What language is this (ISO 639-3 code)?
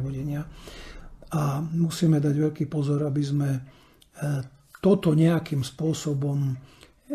slk